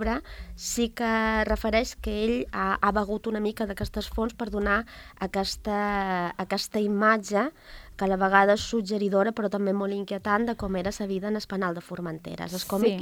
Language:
Catalan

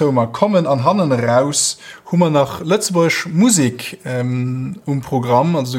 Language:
Luxembourgish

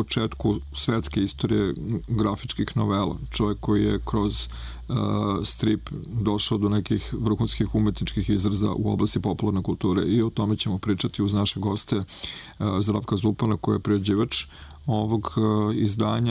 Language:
Serbian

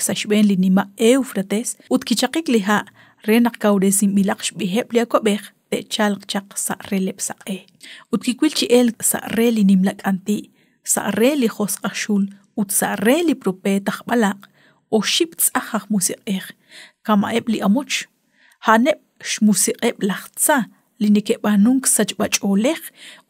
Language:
Kekchí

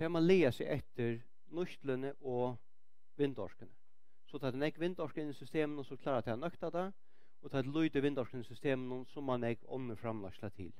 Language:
Faroese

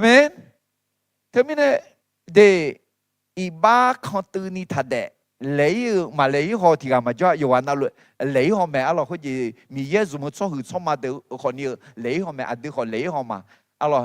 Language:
Akha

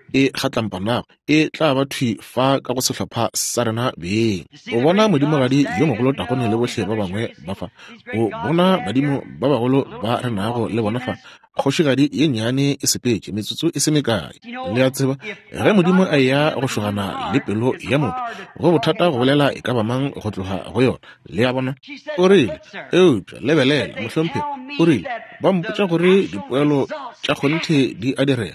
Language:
Northern Sotho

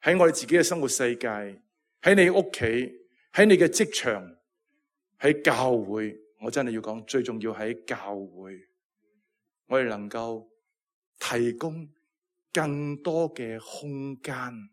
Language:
Cantonese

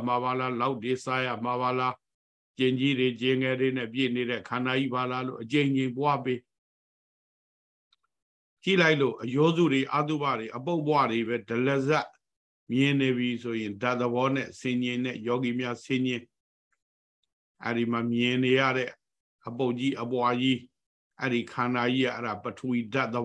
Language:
Burmese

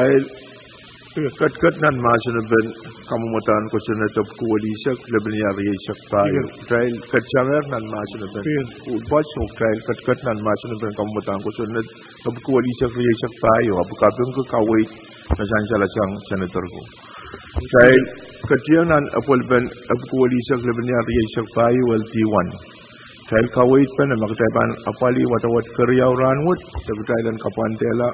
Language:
Pohnpeian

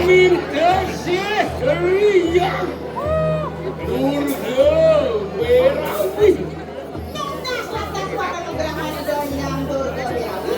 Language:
Balinese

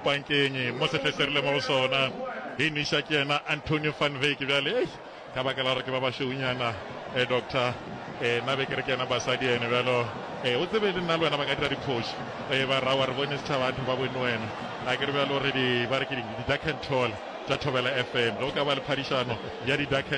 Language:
Northern Sotho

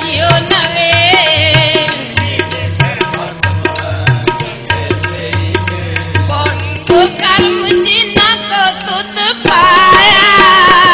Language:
Punjabi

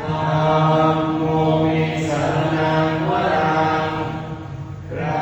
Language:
Pali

